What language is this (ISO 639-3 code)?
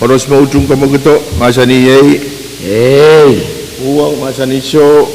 pon